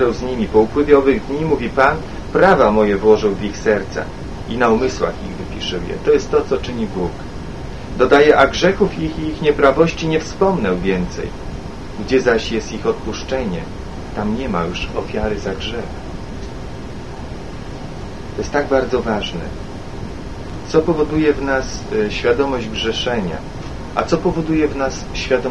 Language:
Polish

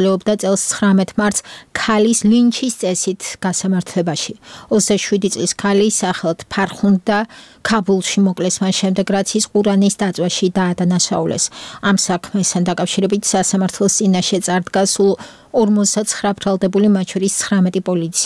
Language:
Georgian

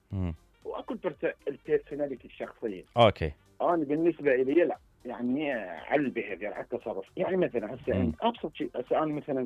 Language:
Mesopotamian Arabic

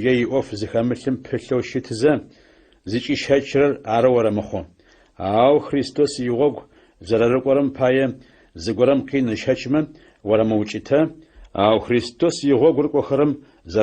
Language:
Adyghe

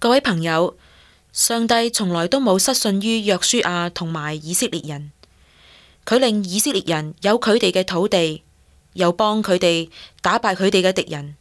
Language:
Cantonese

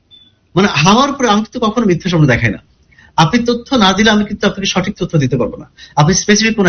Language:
Bangla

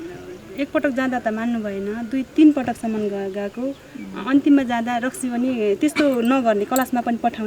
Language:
Nepali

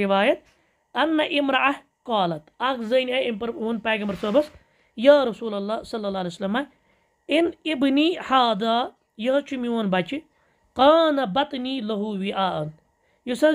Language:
Kashmiri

